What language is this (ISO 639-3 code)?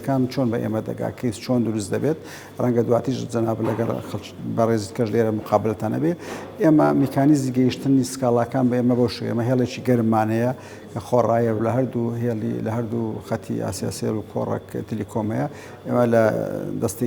ckb